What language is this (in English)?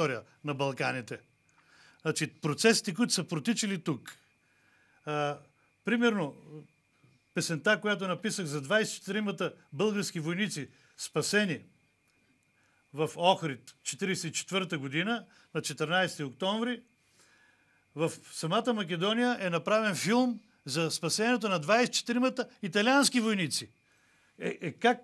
Bulgarian